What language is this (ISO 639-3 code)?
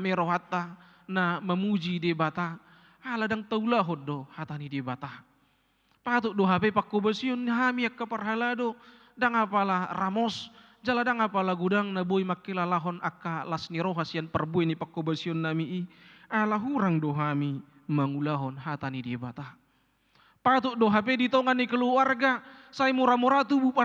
bbc